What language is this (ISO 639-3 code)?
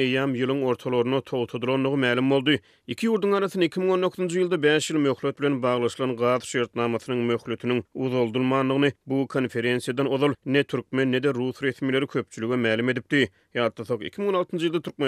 tuk